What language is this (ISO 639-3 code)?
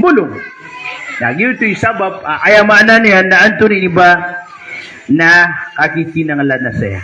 mrw